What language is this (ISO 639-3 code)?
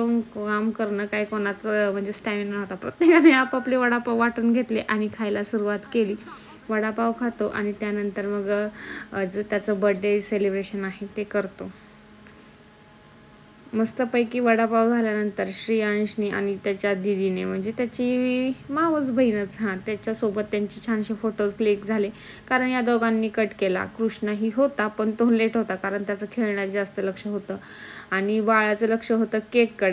mar